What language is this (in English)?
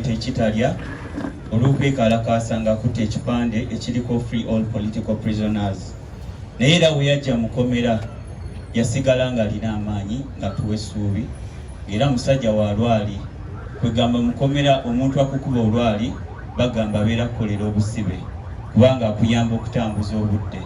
Ganda